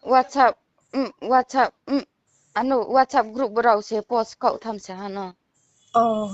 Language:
Riang (India)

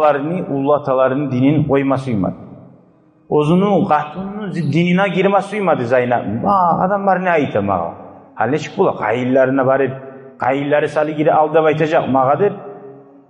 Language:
Kumyk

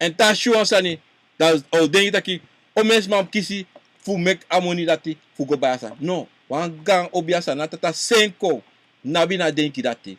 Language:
Sranan Tongo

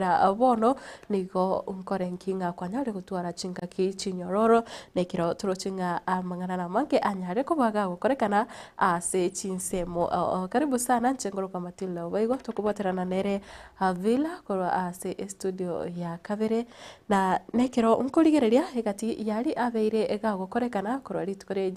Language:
Gusii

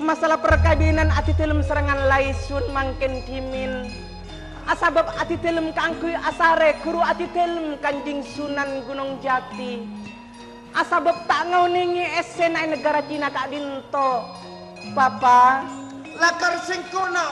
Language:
Madurese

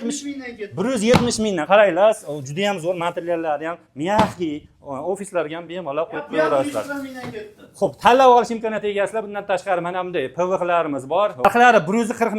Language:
Uzbek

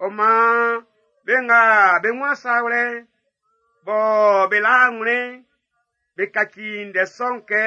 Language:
Baoulé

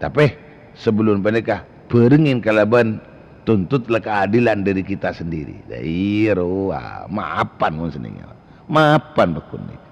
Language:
Madurese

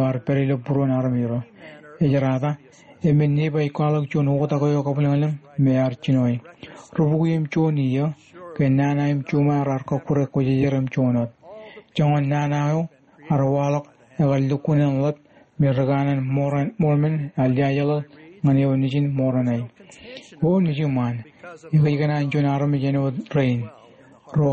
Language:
Marshallese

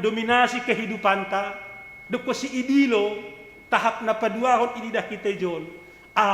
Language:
Batak Simalungun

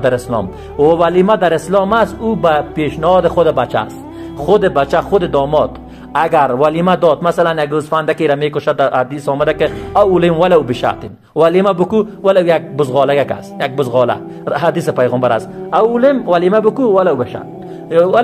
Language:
Persian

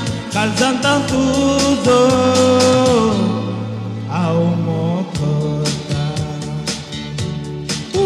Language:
Konkani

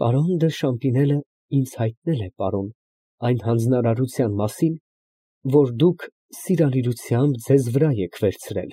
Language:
Armenian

